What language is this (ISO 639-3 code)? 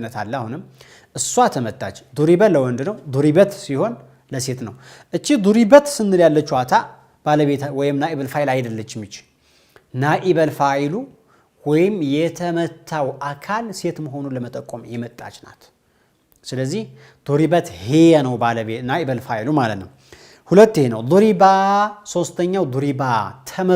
amh